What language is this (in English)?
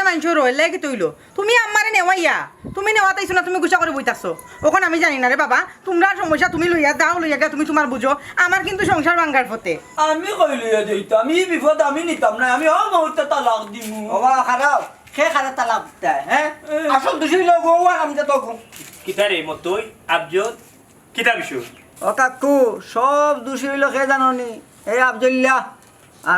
Sylheti